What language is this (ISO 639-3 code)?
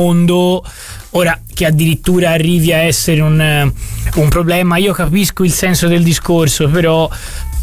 ita